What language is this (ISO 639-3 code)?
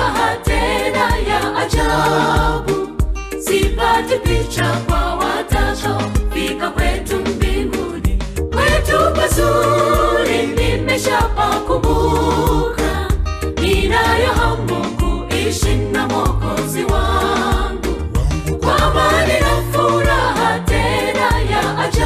swa